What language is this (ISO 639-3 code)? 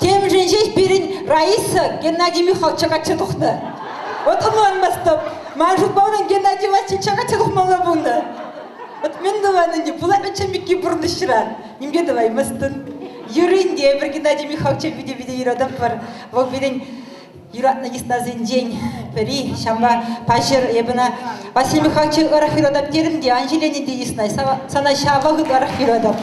chv